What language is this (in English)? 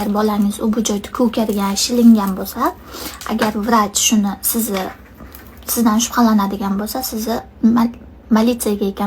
Uzbek